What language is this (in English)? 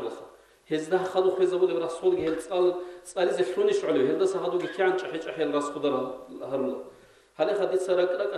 Avaric